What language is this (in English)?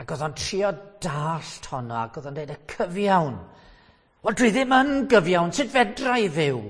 Welsh